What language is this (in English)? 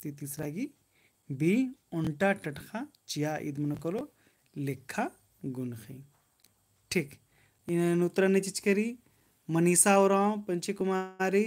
Kurukh